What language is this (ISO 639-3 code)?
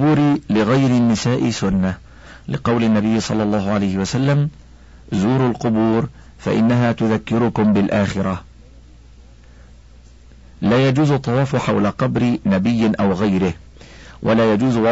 ara